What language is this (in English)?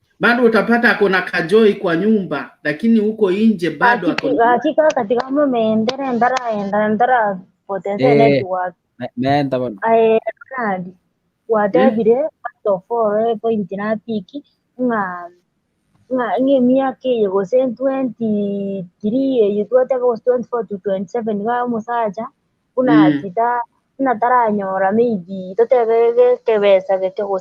Gusii